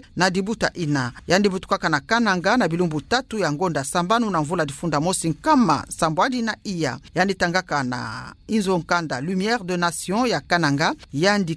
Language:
Kituba (Democratic Republic of Congo)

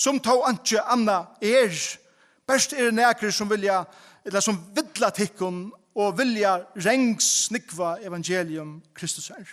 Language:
Faroese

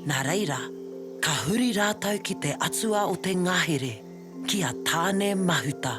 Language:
Māori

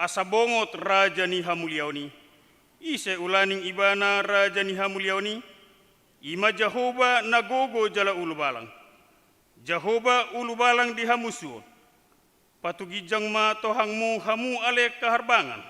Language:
Batak Toba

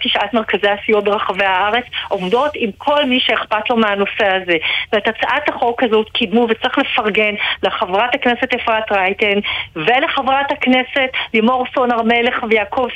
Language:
Hebrew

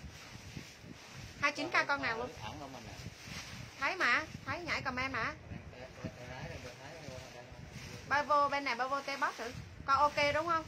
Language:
Vietnamese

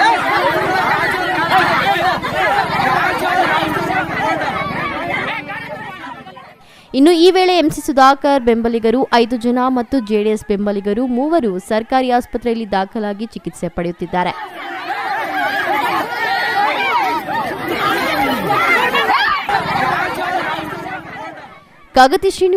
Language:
Kannada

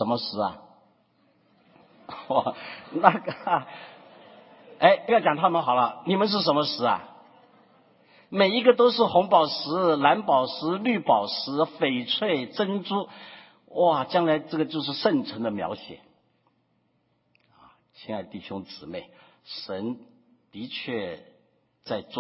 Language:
Chinese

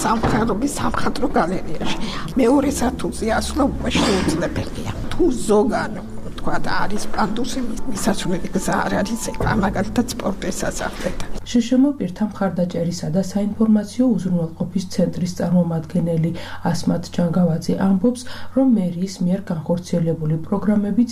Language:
Georgian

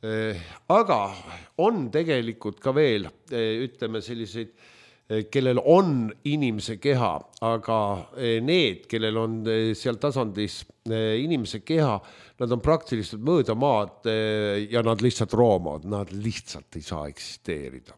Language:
Estonian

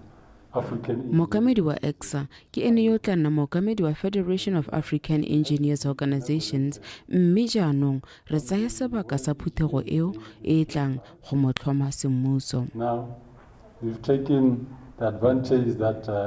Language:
Tswana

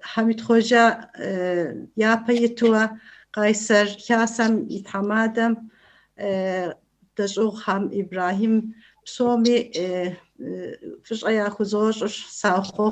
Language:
Kabardian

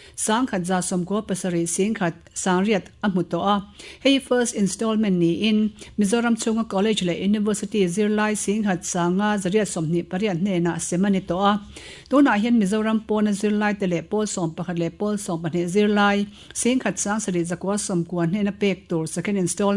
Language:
Mizo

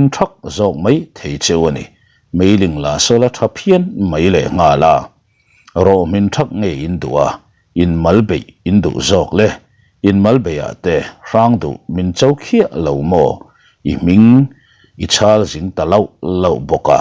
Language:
Mizo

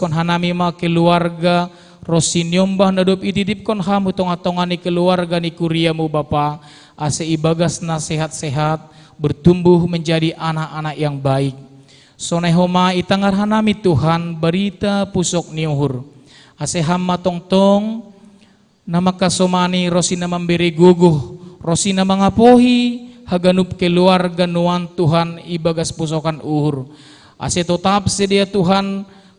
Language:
Batak Simalungun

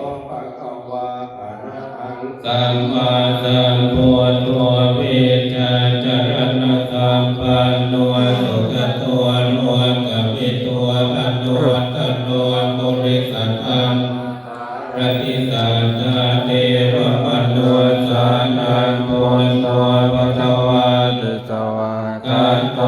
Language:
Pali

